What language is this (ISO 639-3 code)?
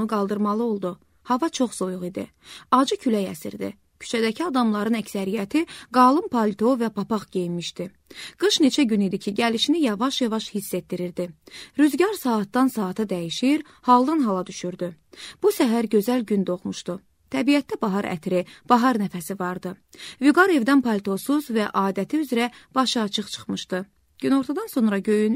aze